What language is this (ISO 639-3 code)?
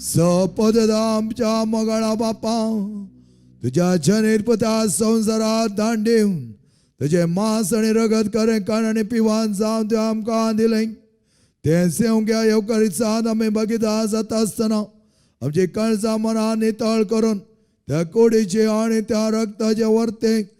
kok